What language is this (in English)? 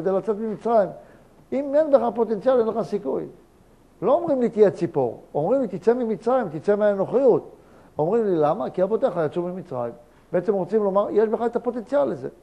Hebrew